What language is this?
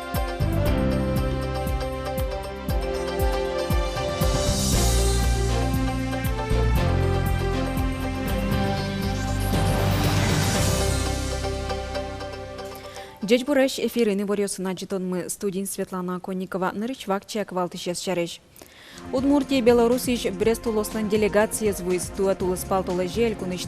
Udmurt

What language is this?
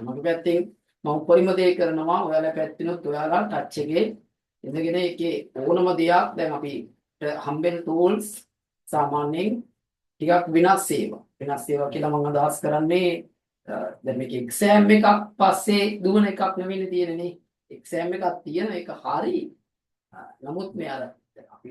Sinhala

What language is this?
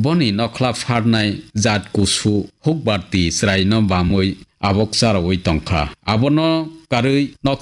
Kok Borok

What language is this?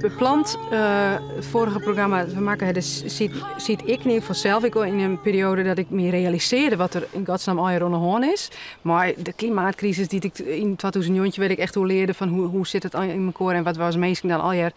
Western Frisian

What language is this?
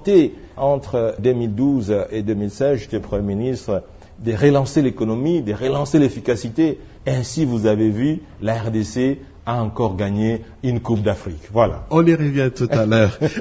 French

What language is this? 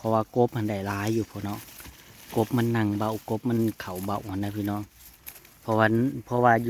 Northeastern Thai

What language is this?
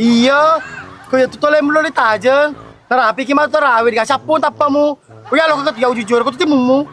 Buginese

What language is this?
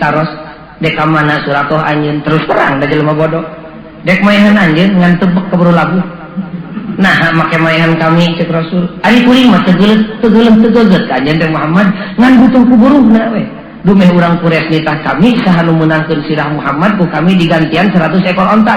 Sundanese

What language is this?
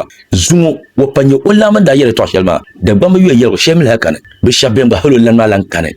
Dagbani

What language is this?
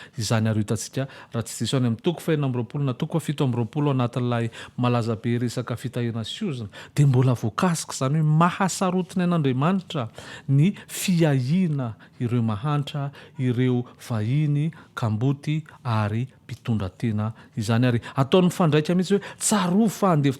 Malagasy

